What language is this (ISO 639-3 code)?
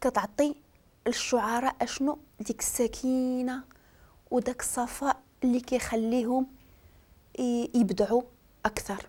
ary